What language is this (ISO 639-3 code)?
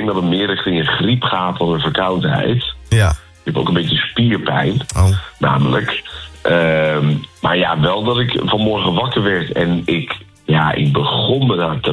nld